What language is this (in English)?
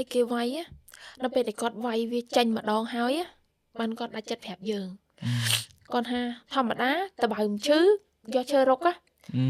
Khmer